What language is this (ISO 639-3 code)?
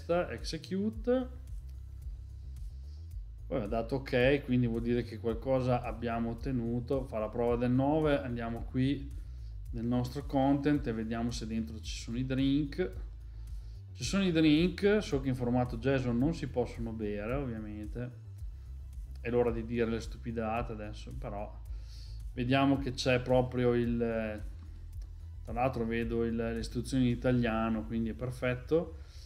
ita